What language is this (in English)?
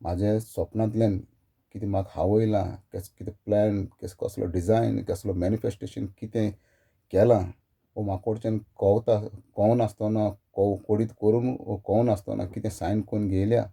Konkani